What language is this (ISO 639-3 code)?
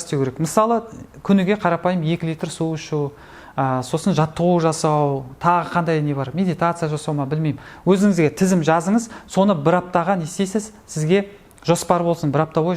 kaz